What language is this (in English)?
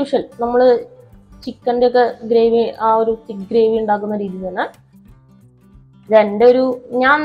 Malayalam